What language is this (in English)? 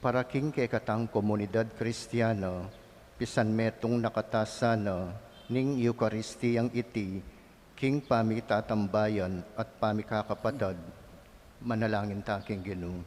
Pampanga